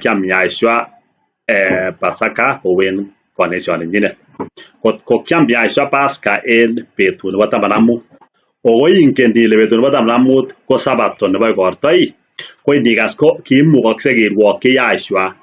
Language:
Kalenjin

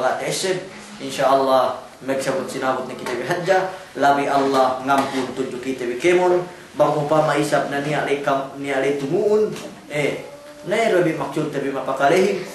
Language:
Yakan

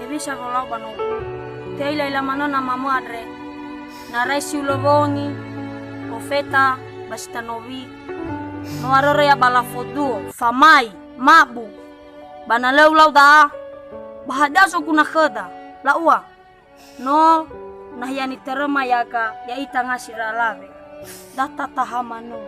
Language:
Nias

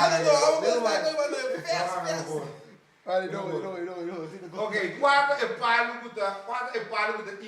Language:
Papiamento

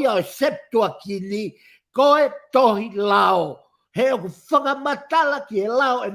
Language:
Tongan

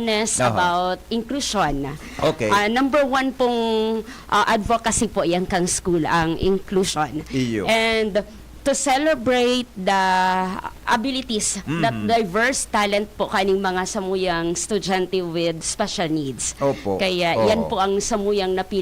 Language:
Bikol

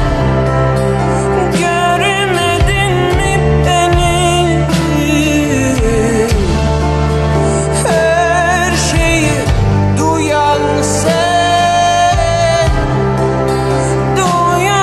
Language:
Turkish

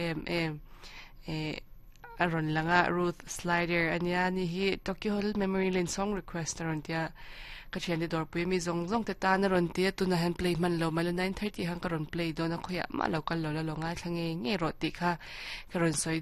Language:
Mizo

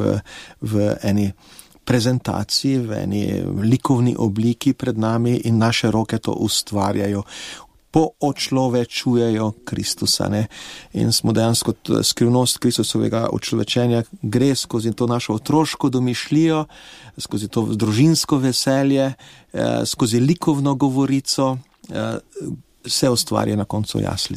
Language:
Slovenian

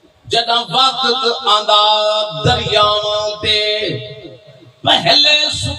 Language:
Saraiki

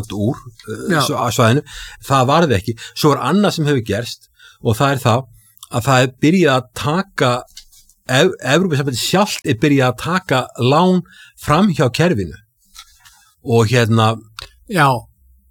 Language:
Icelandic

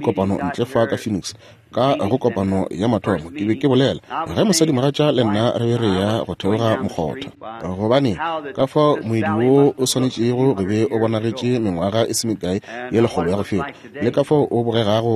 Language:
Northern Sotho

